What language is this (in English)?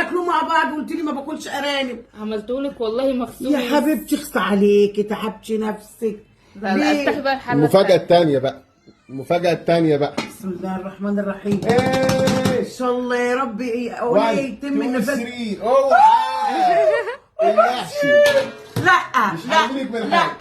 Egyptian Arabic